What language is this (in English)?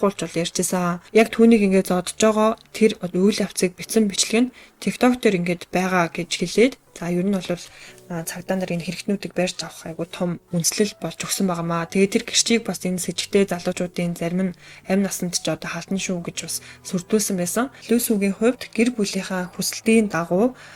Mongolian